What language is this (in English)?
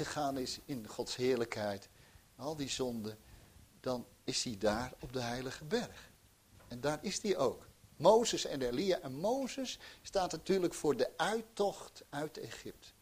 Dutch